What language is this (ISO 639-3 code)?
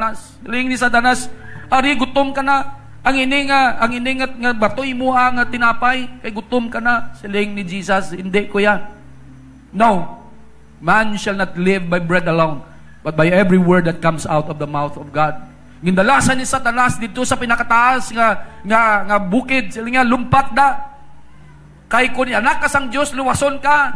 hil